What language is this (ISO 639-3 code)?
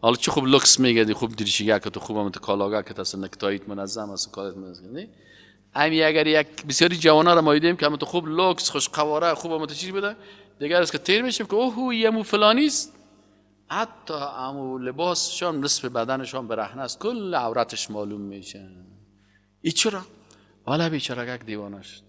fas